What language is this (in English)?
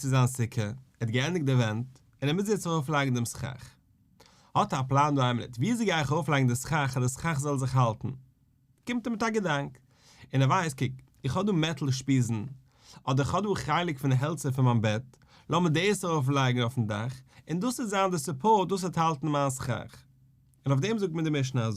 Yiddish